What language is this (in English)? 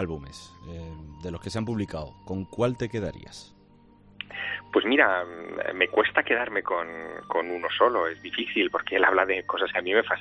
Spanish